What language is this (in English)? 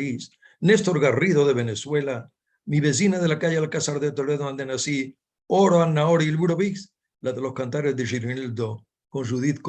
Ladino